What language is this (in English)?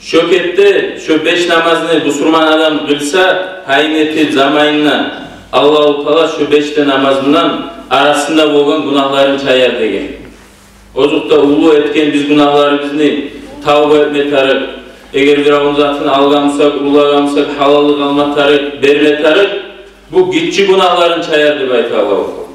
Kumyk